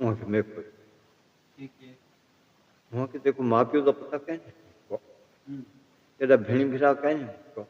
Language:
Saraiki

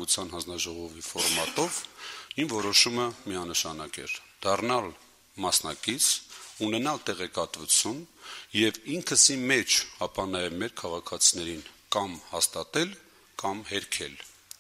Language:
Armenian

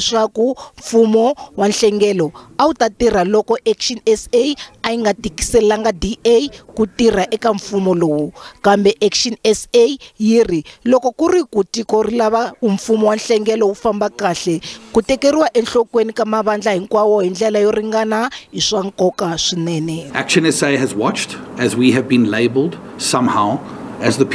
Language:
Tsonga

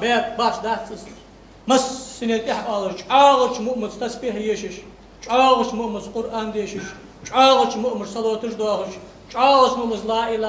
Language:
Ingush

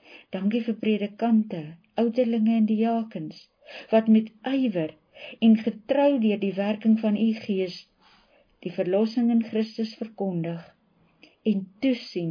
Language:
Afrikaans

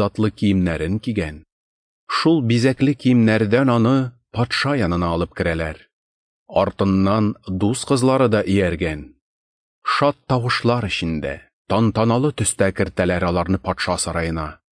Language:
Tatar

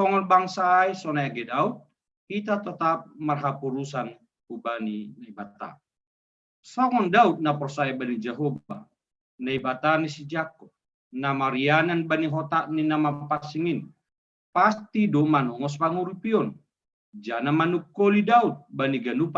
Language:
Batak Simalungun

